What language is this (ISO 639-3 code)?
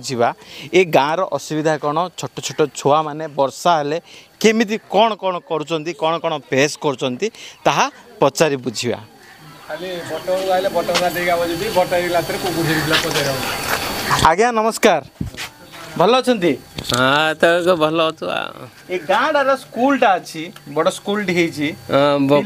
ori